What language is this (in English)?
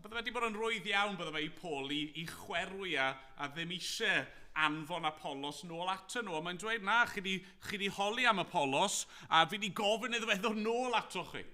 Welsh